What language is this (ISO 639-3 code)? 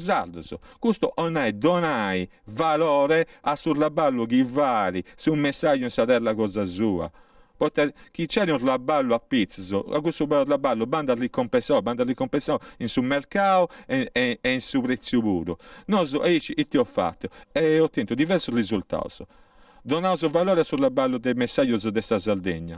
srd